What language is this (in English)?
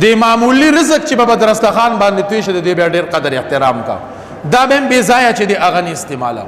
Pashto